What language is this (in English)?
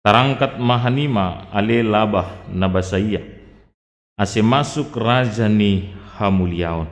Batak Simalungun